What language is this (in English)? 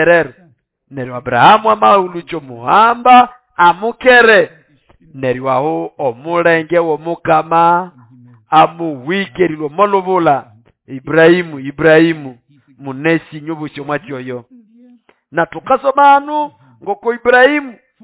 Nande